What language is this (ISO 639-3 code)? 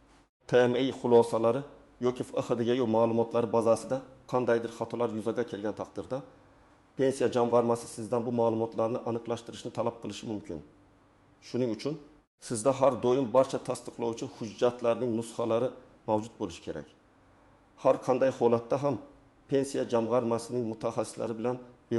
uzb